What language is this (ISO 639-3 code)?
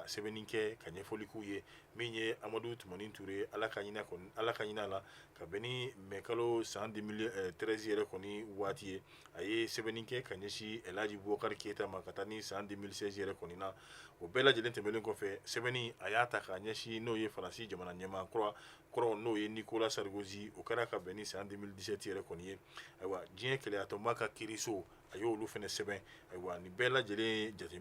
bam